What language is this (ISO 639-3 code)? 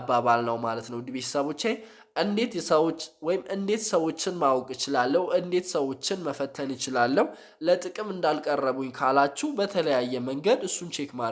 amh